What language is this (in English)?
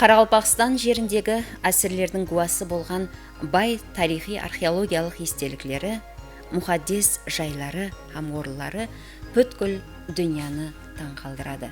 Kara-Kalpak